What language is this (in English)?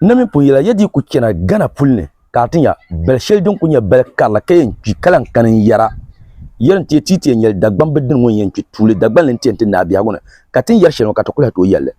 Dagbani